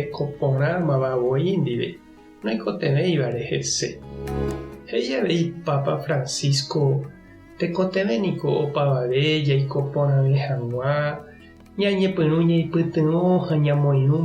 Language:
Guarani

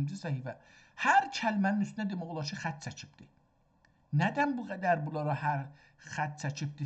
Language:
South Azerbaijani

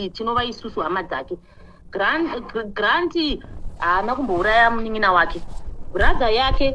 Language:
Shona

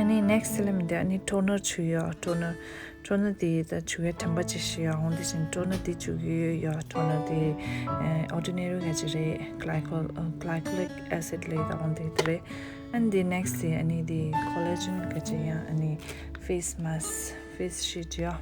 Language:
Tibetan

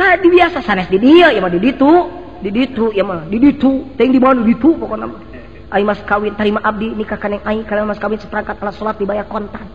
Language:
Sundanese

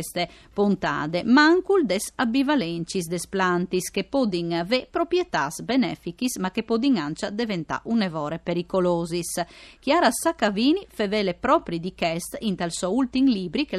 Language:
Friulian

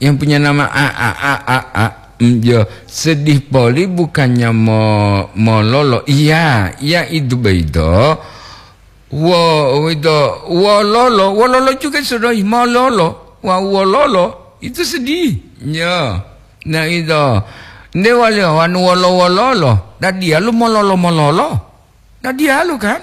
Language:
Gorontalo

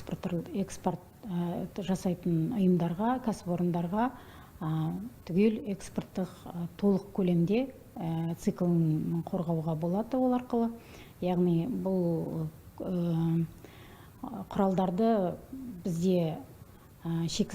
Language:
Kazakh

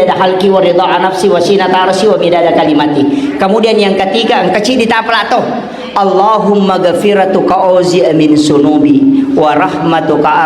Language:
Buginese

